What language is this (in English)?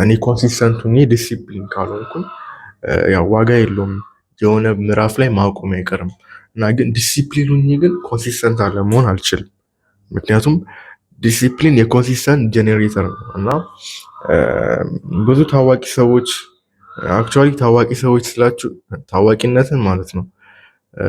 Amharic